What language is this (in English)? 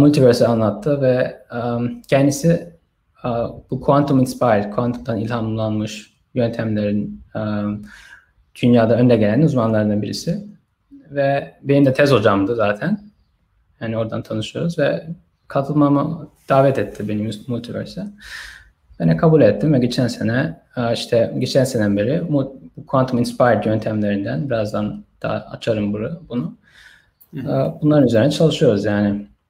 Turkish